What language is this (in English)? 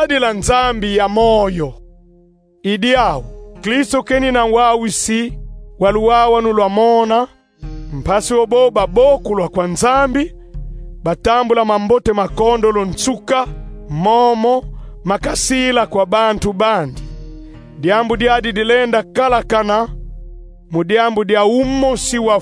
Kongo